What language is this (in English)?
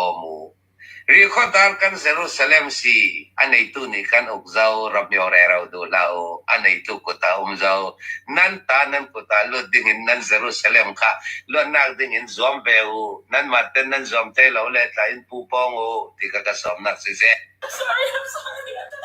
Hakha Chin